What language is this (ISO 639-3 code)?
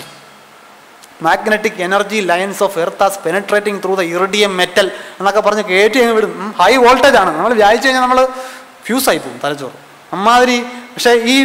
mal